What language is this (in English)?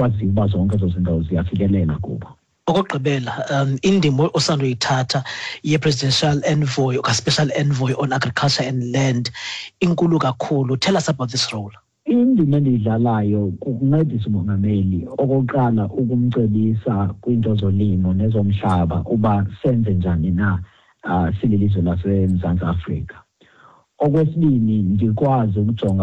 Xhosa